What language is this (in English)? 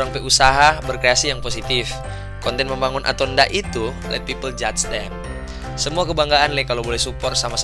Manado Malay